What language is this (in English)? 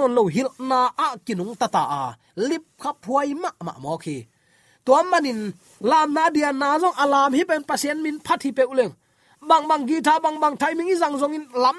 Tedim Chin